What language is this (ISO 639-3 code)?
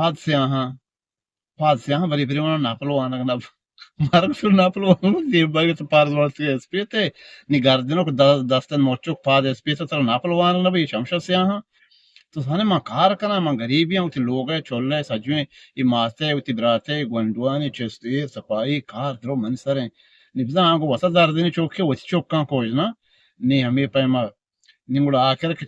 bgp